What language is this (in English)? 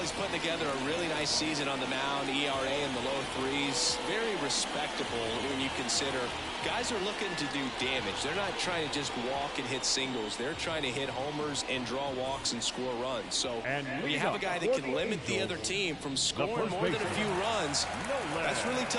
English